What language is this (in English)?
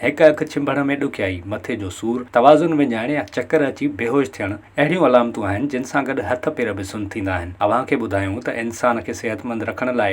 Sindhi